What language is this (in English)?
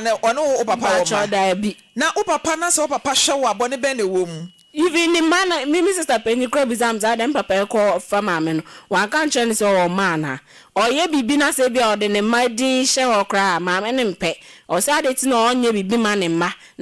Akan